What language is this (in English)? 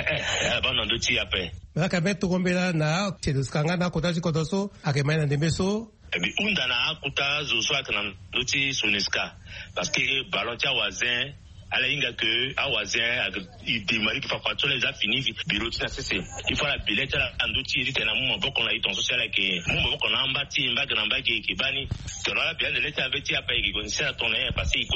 Sango